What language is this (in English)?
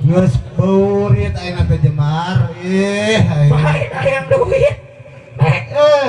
Sundanese